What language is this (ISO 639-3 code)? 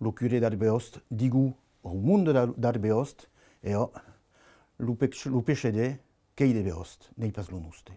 oci